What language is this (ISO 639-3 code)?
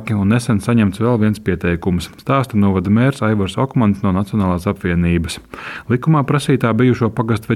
lav